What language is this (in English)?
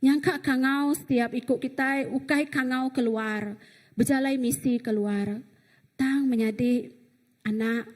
Iban